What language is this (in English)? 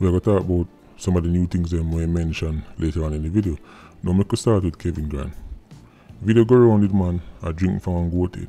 Jamaican Creole English